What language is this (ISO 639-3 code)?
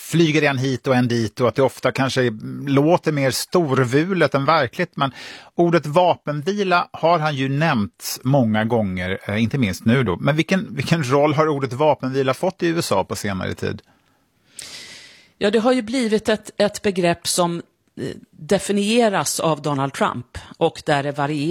swe